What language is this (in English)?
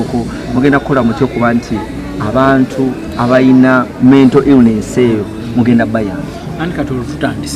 Ganda